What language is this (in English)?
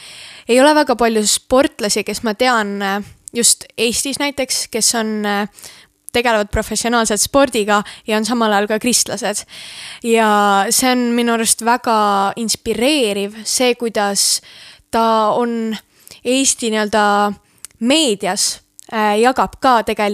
Estonian